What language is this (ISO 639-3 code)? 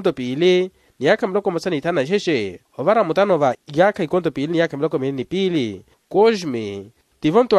vmw